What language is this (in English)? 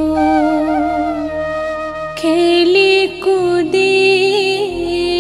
Chhattisgarhi